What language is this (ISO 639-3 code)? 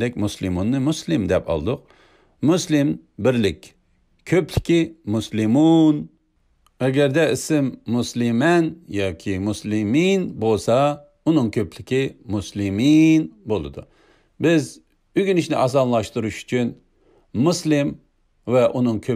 uig